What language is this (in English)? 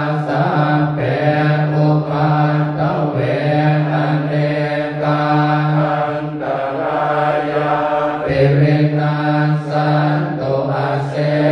Pali